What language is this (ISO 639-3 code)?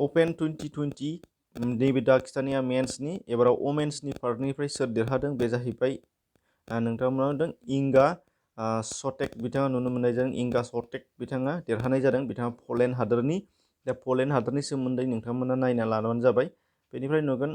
brx